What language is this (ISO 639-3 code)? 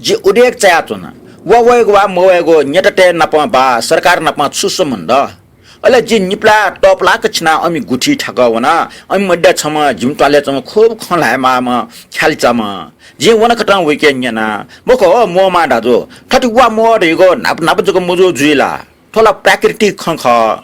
new